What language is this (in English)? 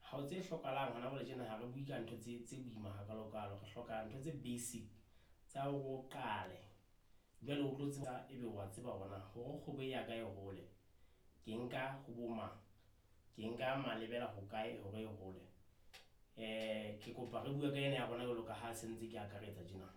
Southern Sotho